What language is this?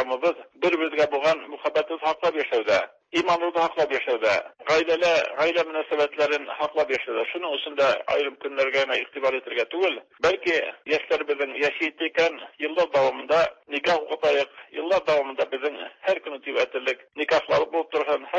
Tatar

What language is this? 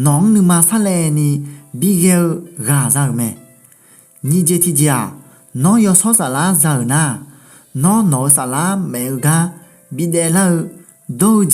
Akha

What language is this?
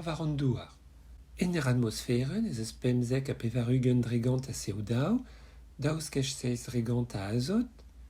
Breton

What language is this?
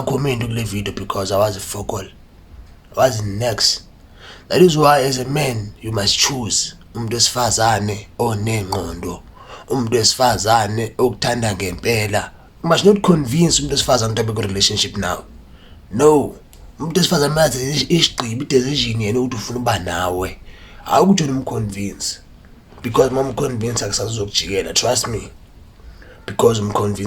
Zulu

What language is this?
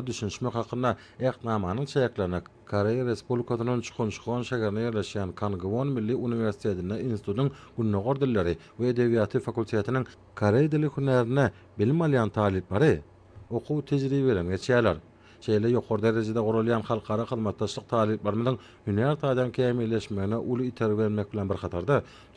Turkmen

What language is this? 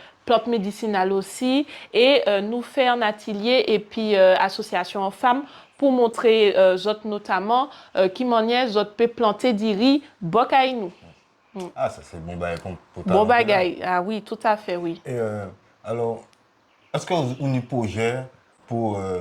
Guadeloupean Creole French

